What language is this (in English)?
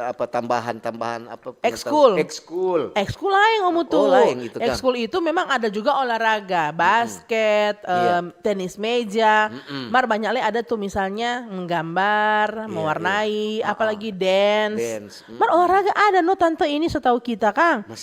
Manado Malay